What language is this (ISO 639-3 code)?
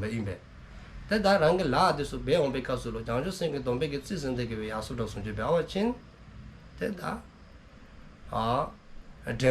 dzo